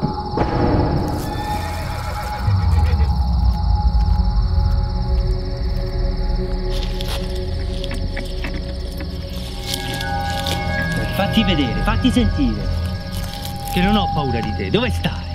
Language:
Italian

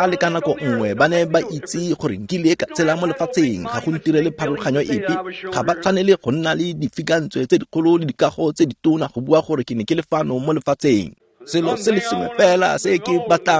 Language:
Tswana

